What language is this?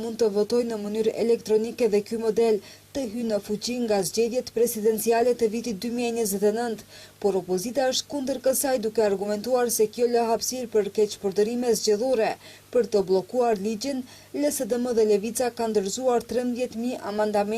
Albanian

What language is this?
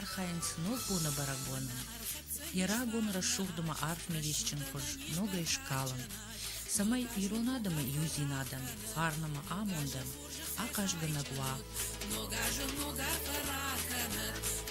Ossetic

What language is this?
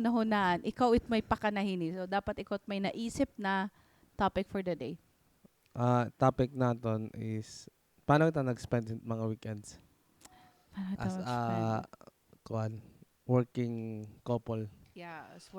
Waray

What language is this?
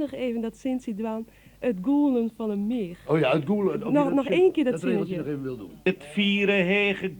Western Frisian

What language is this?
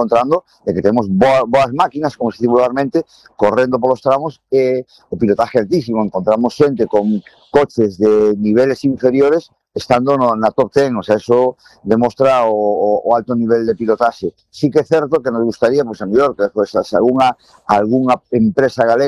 Galician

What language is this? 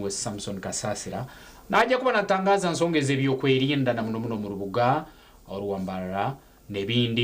Nyankole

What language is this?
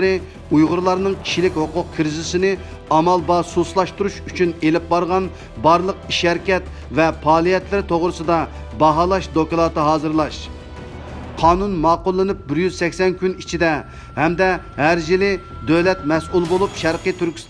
Uyghur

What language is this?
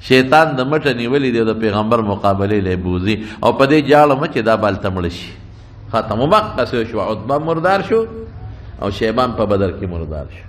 Pashto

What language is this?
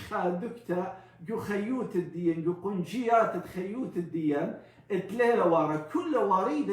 Assyrian Neo-Aramaic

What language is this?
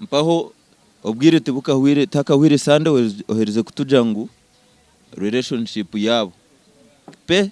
Nyankole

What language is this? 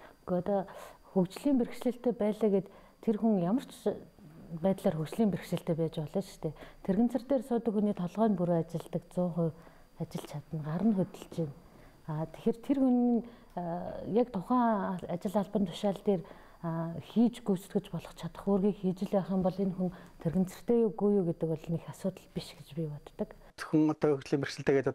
Mongolian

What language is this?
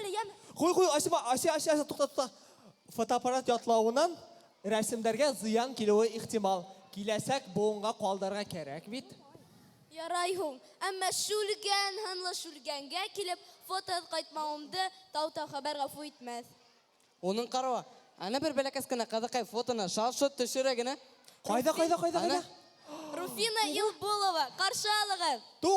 Bashkir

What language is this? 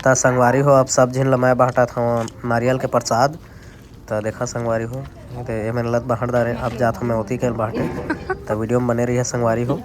Chhattisgarhi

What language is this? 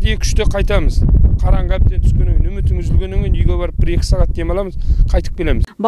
Kazakh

